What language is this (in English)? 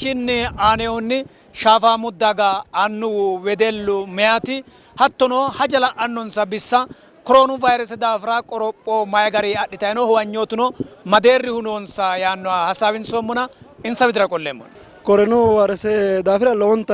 Sidamo